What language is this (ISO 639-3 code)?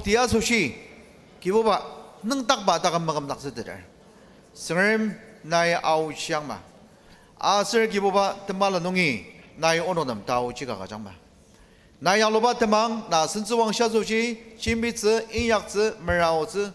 njo